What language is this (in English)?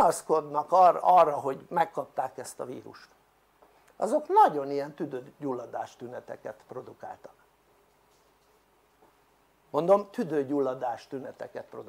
Hungarian